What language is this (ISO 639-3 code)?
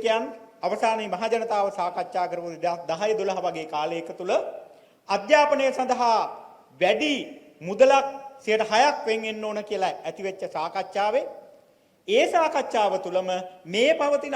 sin